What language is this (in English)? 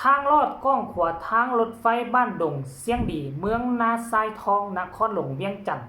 Lao